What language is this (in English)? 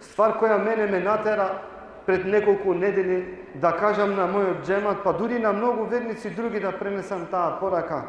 Balkan Romani